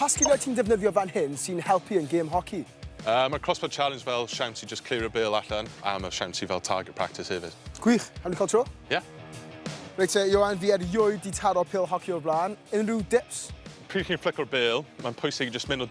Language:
Welsh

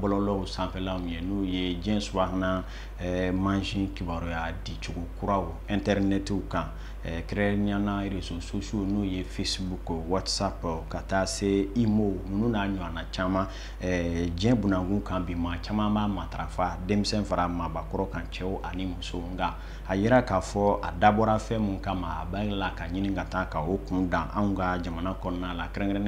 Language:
Bambara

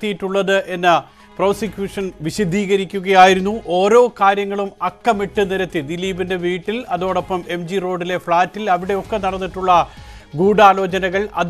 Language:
Malayalam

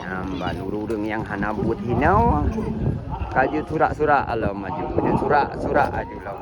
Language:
Achinese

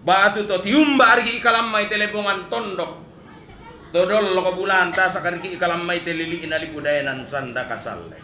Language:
Toraja-Sa'dan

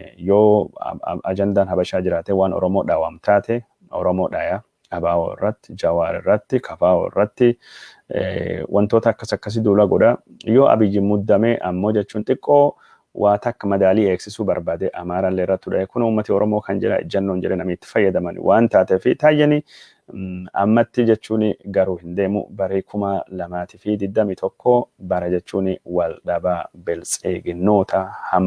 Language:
Oromo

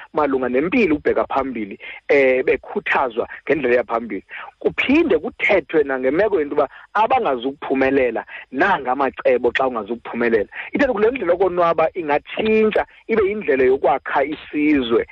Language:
Xhosa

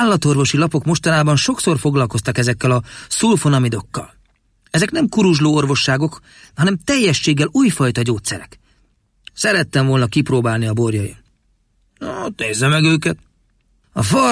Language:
Hungarian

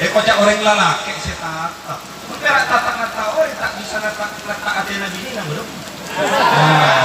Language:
Madurese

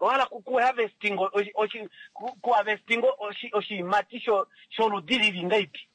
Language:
Kuanyama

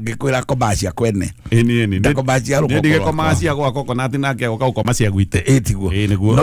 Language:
Kikuyu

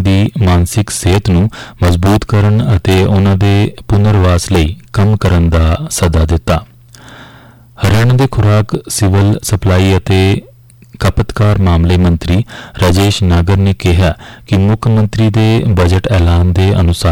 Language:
Punjabi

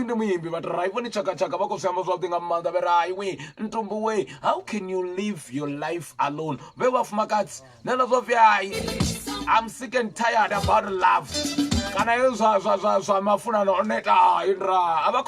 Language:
Venda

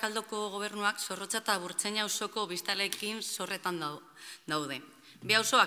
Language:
Basque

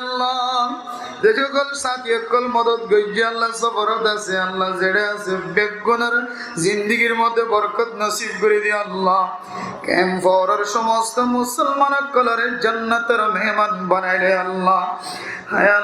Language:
Rohingya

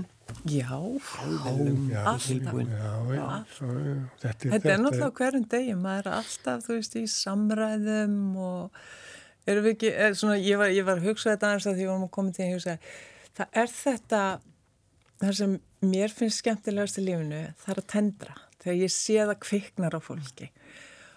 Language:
Icelandic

